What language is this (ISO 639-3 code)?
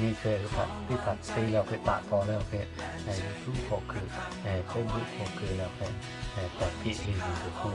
lhu